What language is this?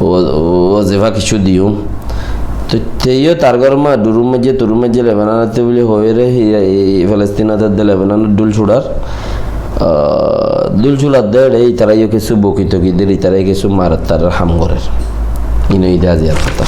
Rohingya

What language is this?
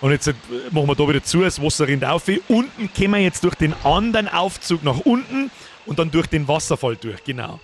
Bavarian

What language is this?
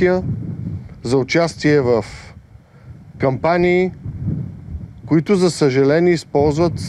Bulgarian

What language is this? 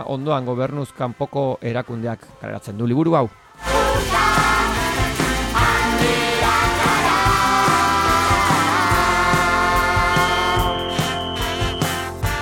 Basque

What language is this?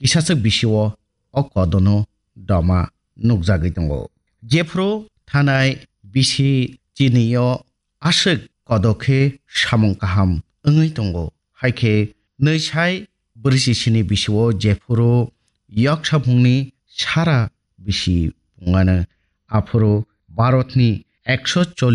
Kok Borok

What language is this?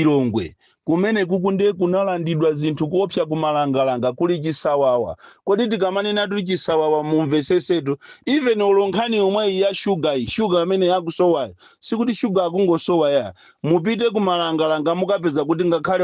Nyanja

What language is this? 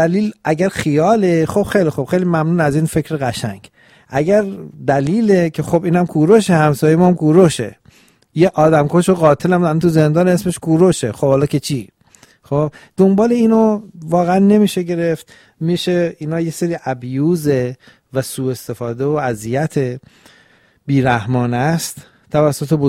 Persian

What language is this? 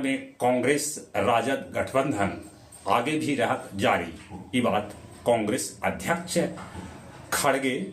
Magahi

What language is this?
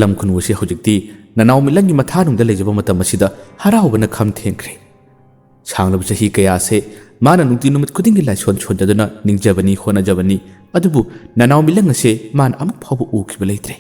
Manipuri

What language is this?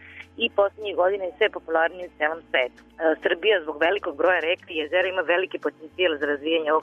Serbian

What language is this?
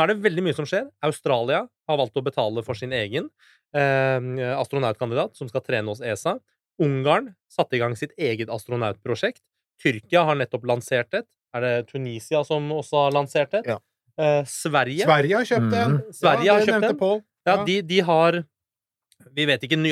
Norwegian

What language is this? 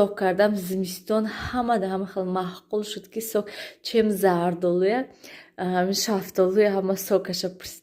Tajik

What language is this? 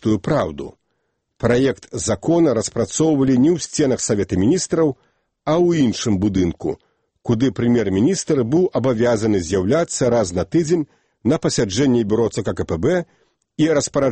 Belarusian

